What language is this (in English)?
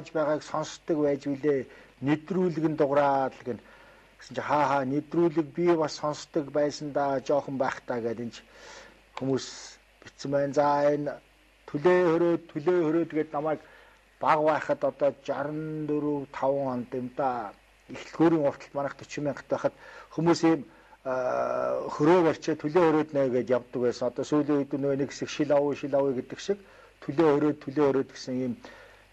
Mongolian